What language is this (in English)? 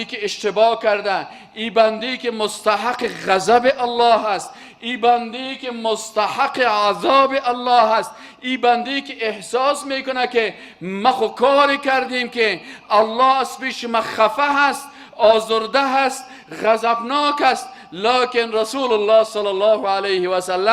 Persian